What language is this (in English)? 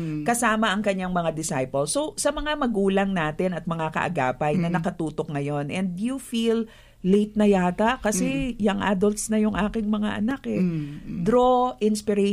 Filipino